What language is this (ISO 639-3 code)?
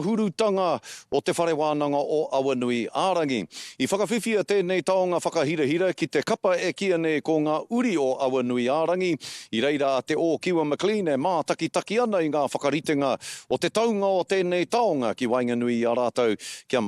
mri